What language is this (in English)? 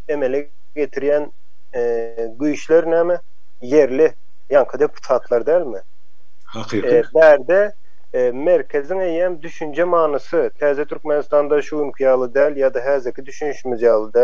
Turkmen